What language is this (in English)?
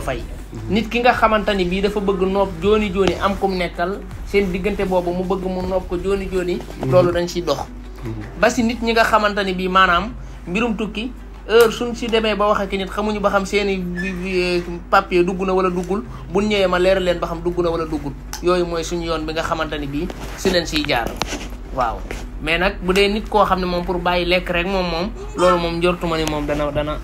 Wolof